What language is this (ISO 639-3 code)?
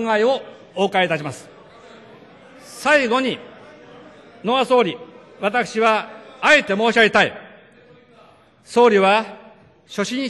jpn